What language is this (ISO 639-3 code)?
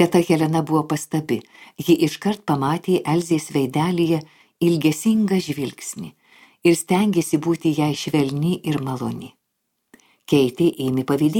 lit